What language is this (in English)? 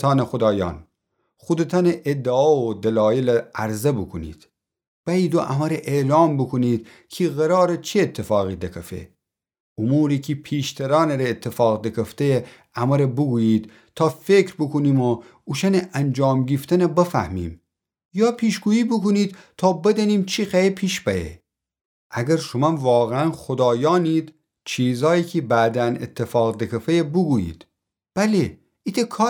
Gilaki